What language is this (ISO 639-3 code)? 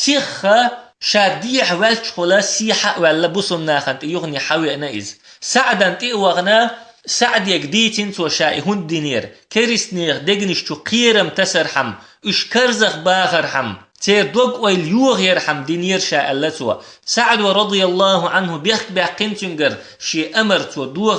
che